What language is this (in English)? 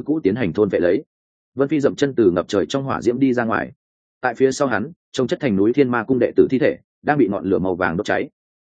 Vietnamese